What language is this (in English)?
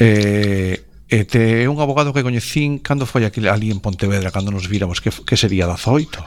Galician